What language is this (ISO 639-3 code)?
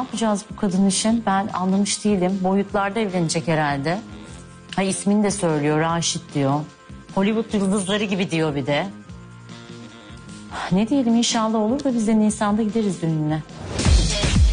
tur